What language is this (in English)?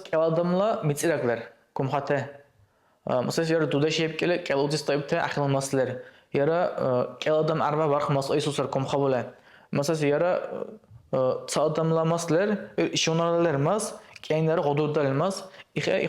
Dargwa